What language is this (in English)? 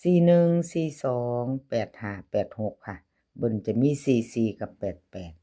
Northeastern Thai